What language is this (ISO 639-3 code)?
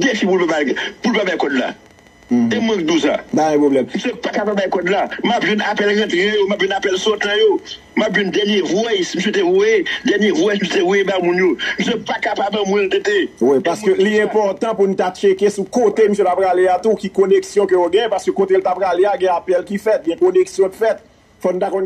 hat